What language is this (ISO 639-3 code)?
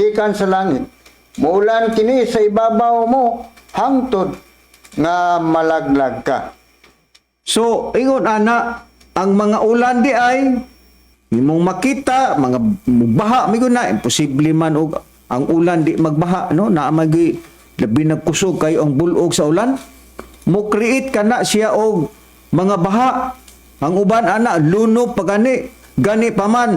ceb